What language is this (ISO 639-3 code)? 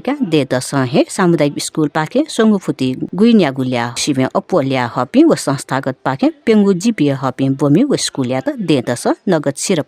new